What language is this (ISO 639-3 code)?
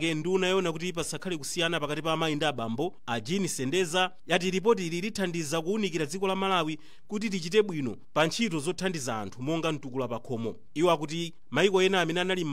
nya